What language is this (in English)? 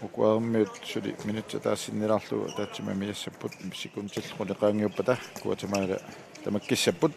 Kalaallisut